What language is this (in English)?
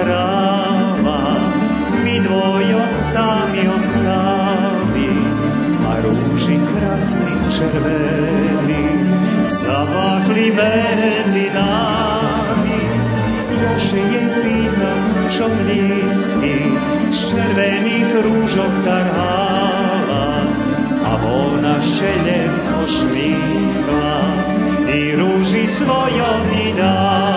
Rusyn